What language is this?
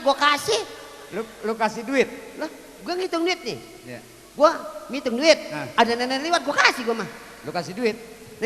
Betawi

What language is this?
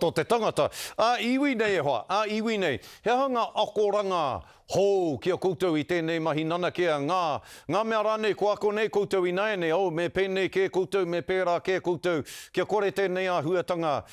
Māori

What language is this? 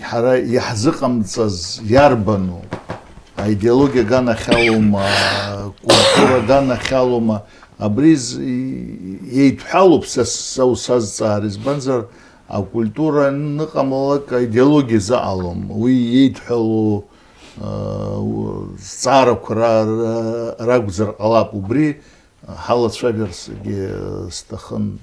Abkhazian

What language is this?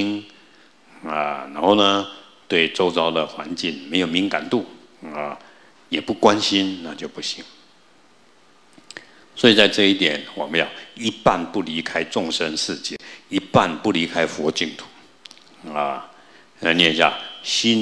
Chinese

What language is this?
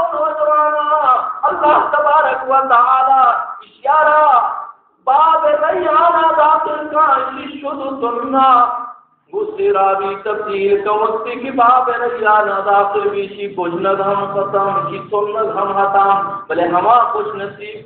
Baluchi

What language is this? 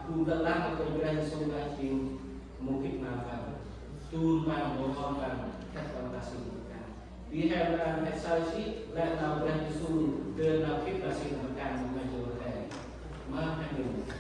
Central Mnong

